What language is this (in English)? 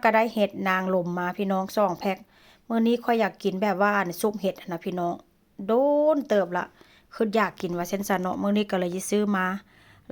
Northeastern Thai